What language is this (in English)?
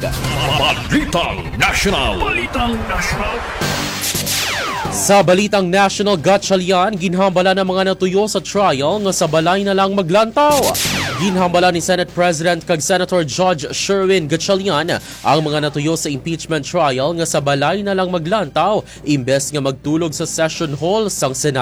Hiligaynon